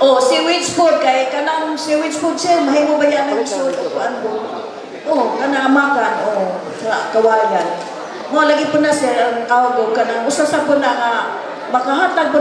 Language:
Cebuano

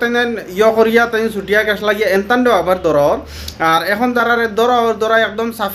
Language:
Sylheti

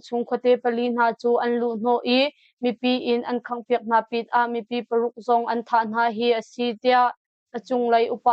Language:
Hakha Chin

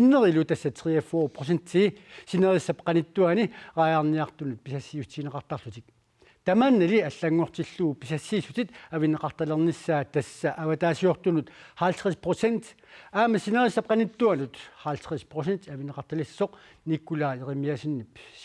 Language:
Kalaallisut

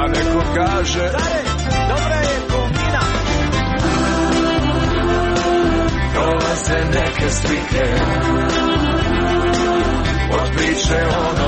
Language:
Croatian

